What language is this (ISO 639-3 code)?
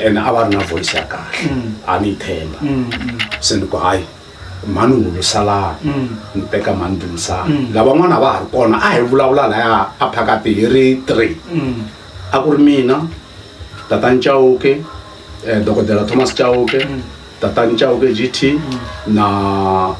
tso